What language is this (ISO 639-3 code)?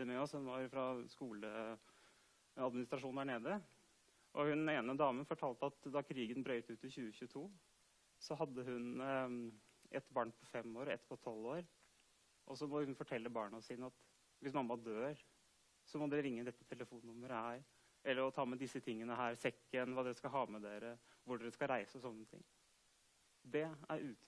nor